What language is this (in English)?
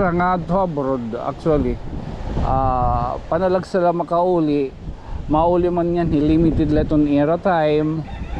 Waray